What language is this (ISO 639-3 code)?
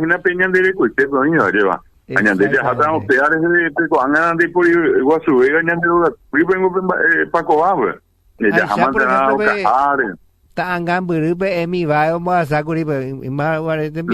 grn